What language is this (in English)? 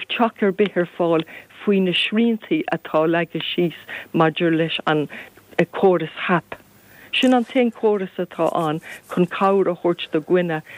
Irish